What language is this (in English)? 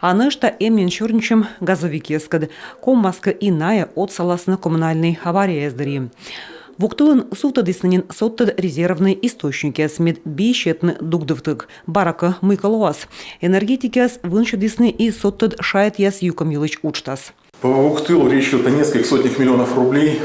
Komi